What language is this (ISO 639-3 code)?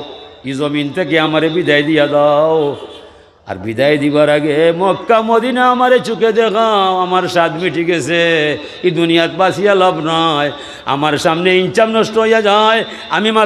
syl